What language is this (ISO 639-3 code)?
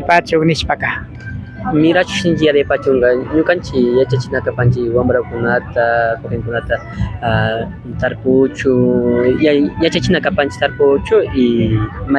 qvi